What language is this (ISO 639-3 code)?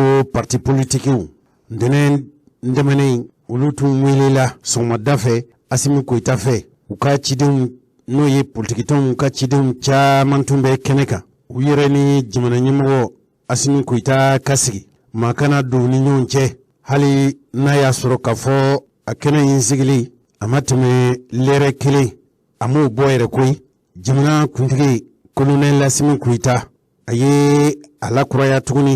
bam